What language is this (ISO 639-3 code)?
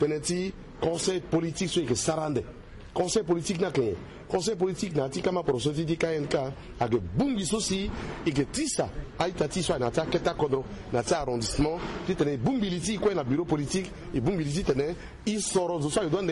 sag